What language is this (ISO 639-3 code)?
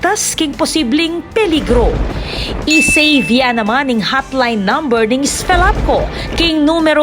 pam